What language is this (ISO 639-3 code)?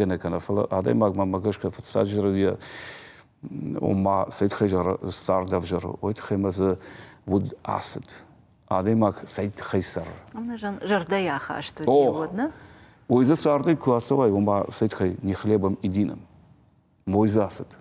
oss